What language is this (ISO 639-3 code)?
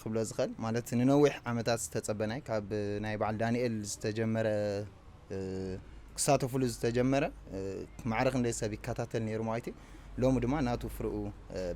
tir